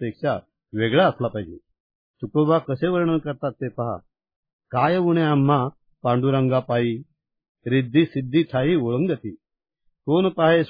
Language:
Marathi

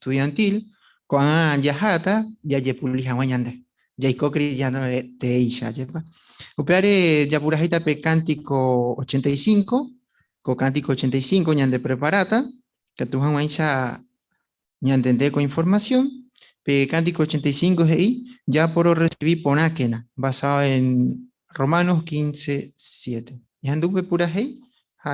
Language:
Guarani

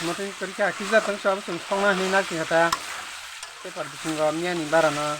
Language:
Kok Borok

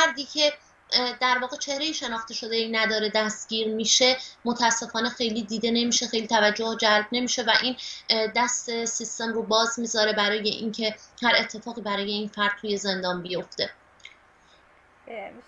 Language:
Persian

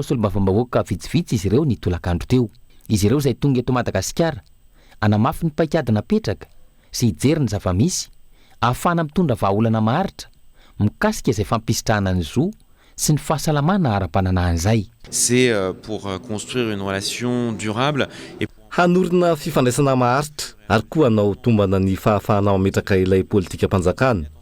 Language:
Malagasy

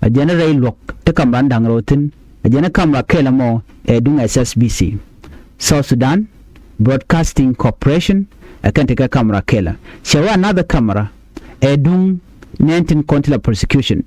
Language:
Nuer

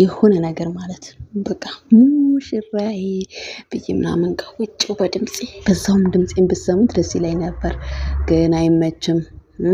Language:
Amharic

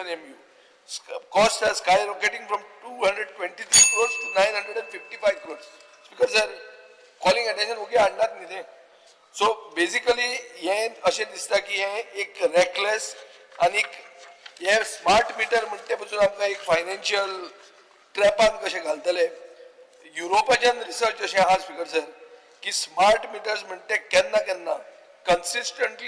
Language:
Konkani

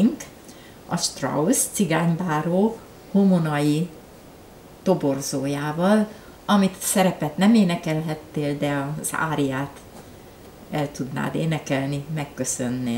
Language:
Hungarian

